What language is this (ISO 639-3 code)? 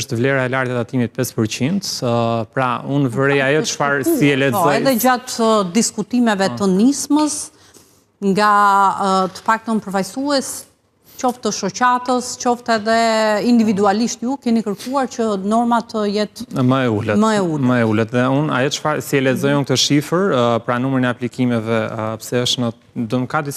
sqi